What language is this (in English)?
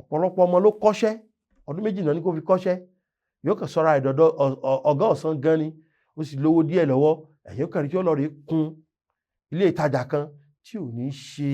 Yoruba